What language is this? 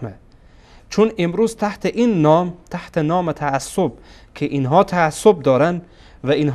Persian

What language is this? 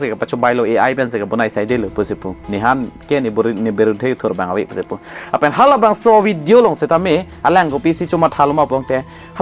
Karbi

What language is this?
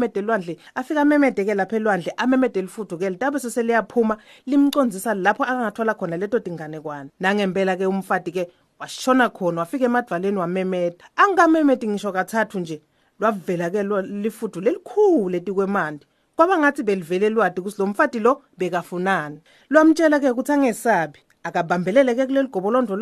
Swati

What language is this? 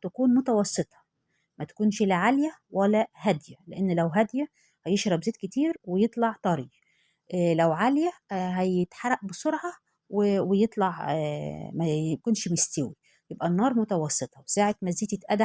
Egyptian Arabic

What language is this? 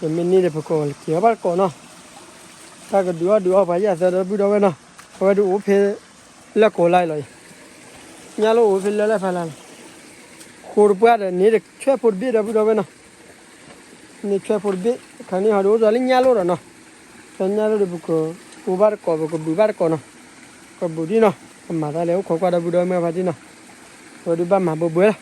S'gaw Karen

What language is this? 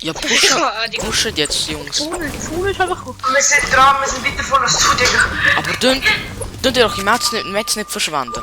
Swiss German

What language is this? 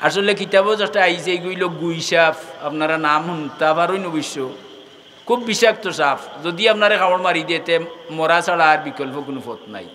Sylheti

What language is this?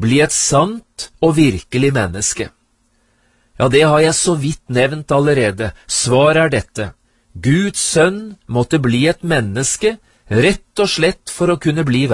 Norwegian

